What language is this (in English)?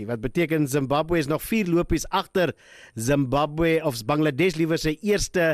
Afrikaans